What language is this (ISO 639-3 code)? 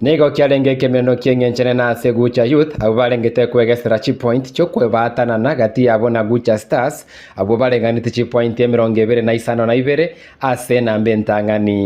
guz